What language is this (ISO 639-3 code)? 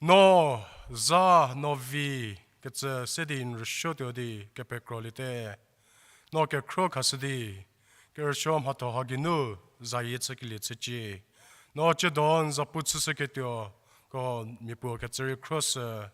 njm